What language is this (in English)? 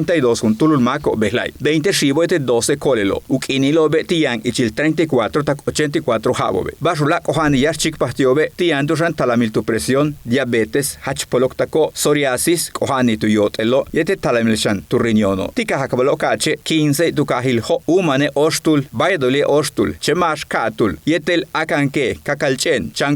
Yucateco